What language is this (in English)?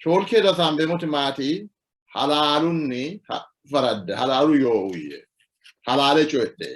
Sidamo